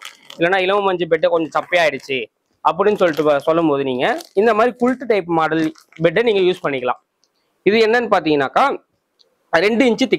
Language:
Tamil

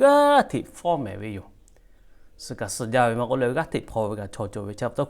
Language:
Lahu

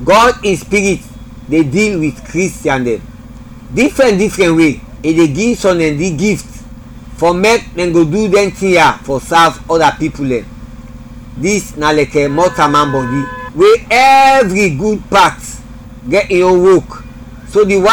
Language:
Krio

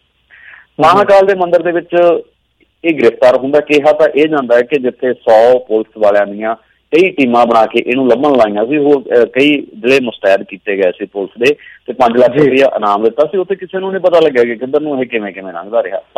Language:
Punjabi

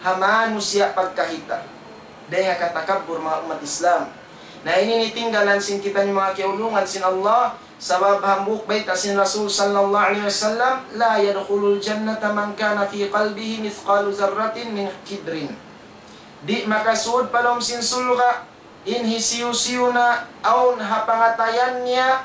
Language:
Tausug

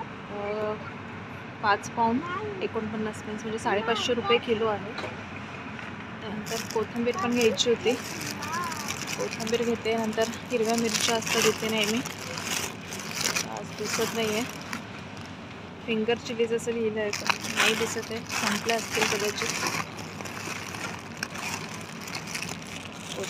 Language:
Marathi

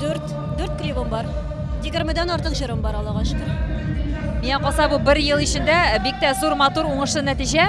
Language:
Tatar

